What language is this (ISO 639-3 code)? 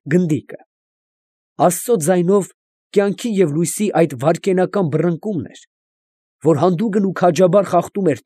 hye